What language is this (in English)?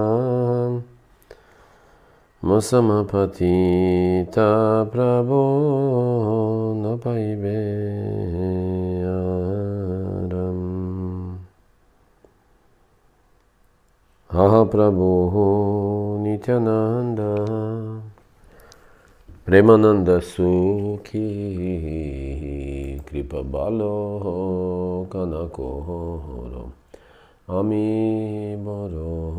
Russian